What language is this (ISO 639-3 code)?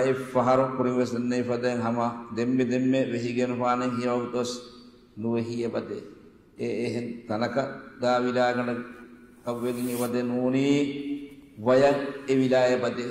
div